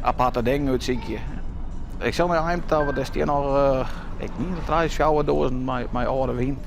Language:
Western Frisian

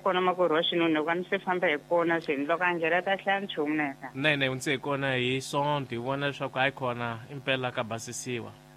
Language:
Tsonga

